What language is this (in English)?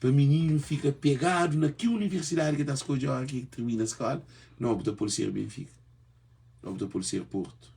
Kabuverdianu